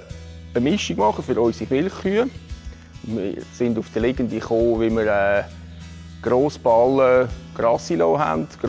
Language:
Swiss German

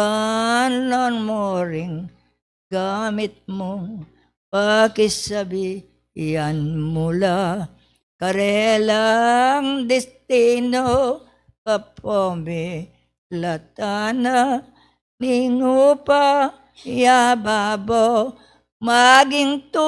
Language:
Pampanga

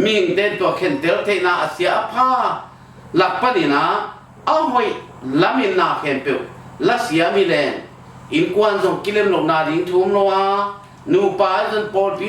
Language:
Tedim Chin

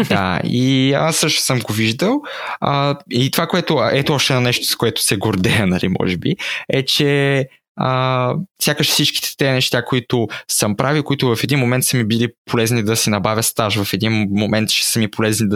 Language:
Bulgarian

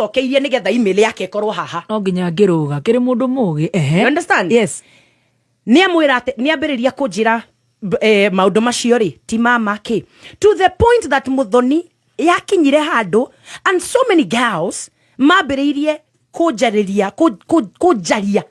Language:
Kikuyu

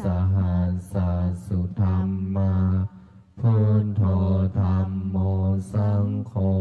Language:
Pali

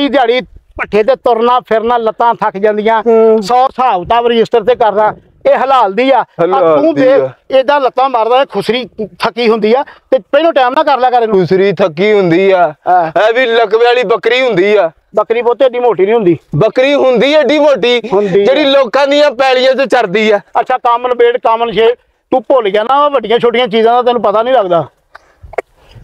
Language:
Punjabi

